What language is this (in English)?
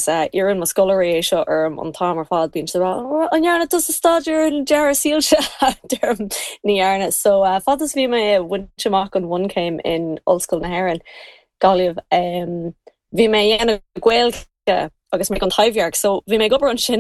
Irish